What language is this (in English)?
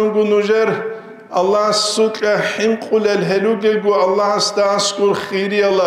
Avaric